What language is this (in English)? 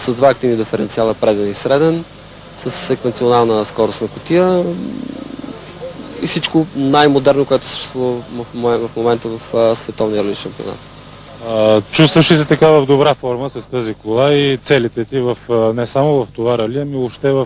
Bulgarian